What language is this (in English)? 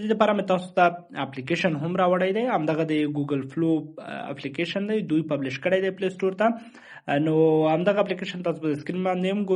Pashto